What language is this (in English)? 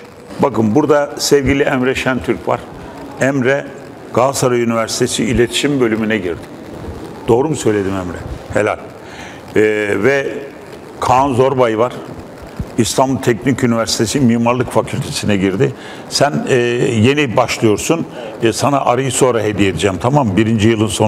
Turkish